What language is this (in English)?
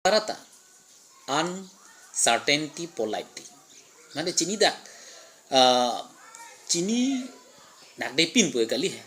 Karbi